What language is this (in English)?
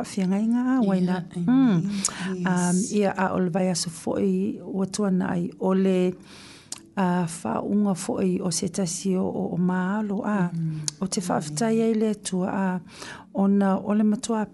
Samoan